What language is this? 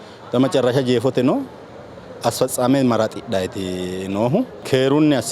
Sidamo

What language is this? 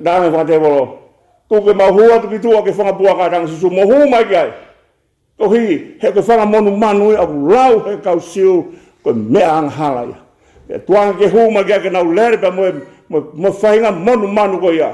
Tongan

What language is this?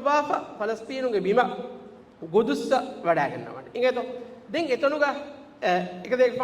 Divehi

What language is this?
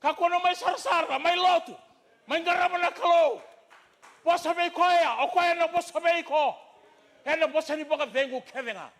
Fijian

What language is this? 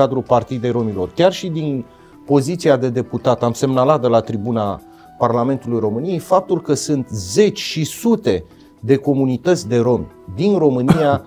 Romanian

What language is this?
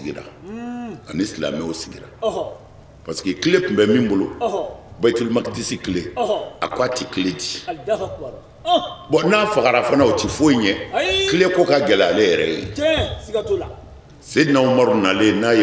Bambara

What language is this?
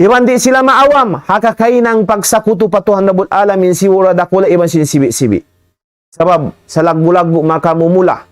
Tausug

